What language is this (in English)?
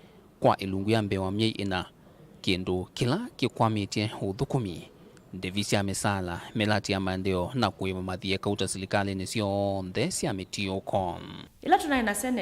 Kamba